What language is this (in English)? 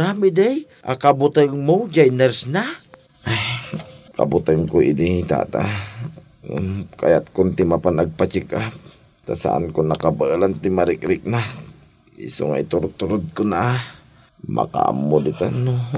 Iloko